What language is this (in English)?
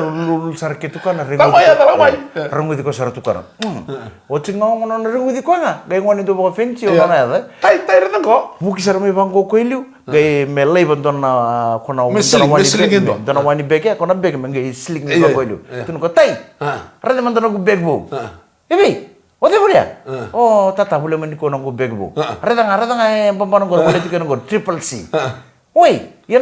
Fijian